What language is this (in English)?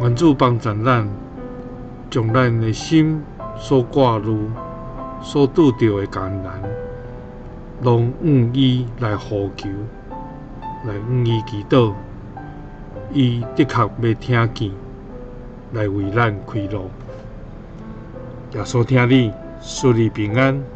Min Nan Chinese